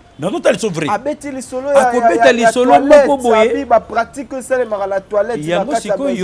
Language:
Lingala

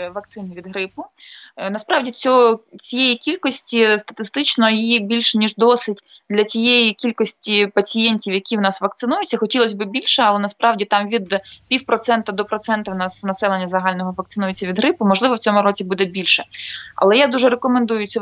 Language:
Ukrainian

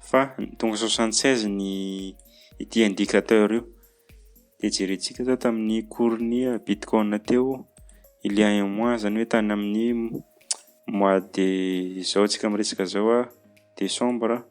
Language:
Malagasy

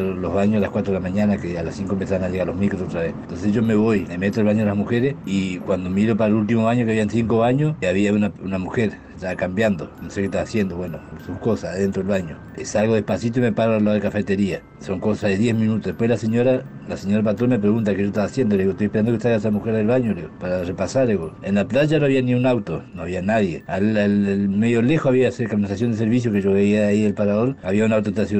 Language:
Spanish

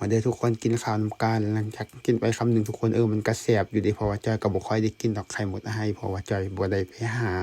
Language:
Lao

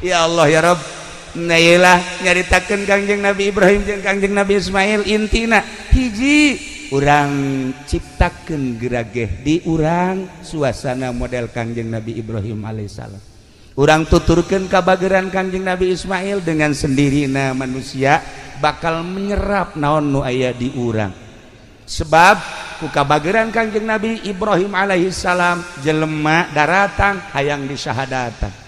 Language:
Sundanese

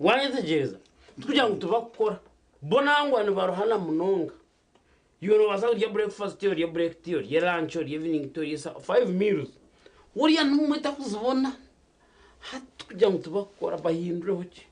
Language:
Nyankole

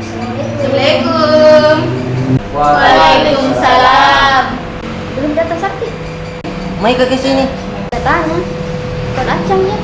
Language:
Makassar Malay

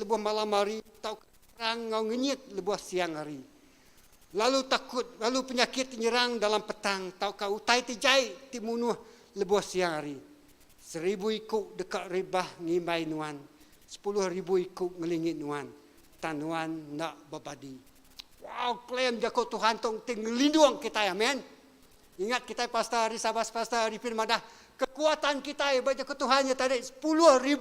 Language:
Iban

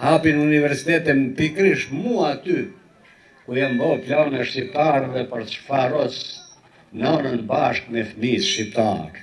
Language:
Albanian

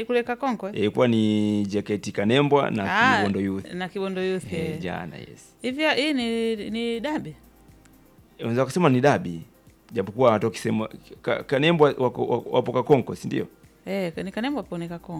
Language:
Swahili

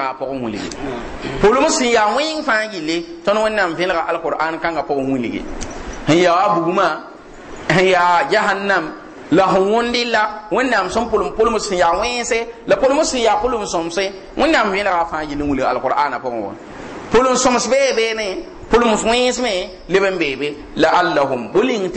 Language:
Mossi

